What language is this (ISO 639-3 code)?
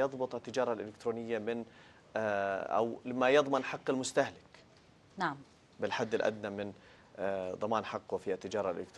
ara